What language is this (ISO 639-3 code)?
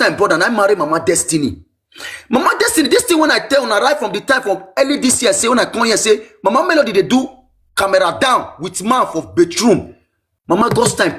pcm